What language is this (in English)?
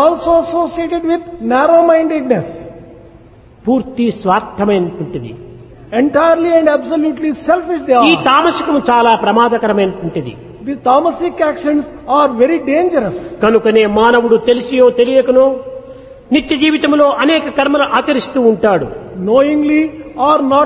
Telugu